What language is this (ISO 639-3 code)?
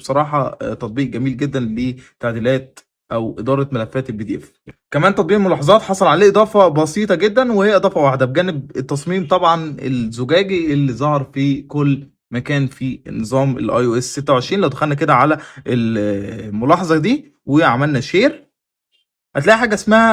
arz